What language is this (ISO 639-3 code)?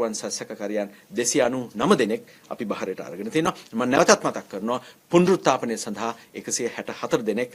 sin